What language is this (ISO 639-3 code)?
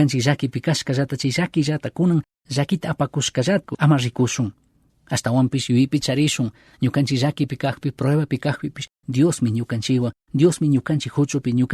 qug